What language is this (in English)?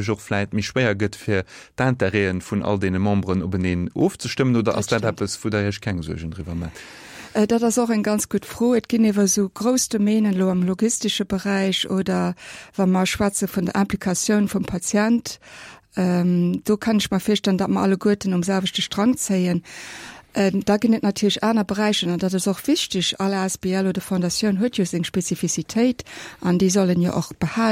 Luxembourgish